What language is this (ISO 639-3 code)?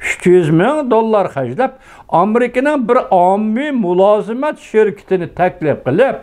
uig